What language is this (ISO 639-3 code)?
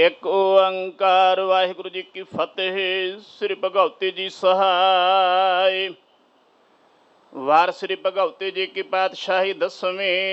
pan